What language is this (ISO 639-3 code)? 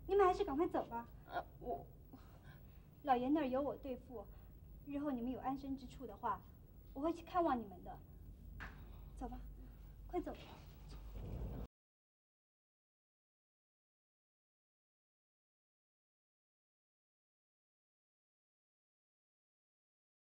zho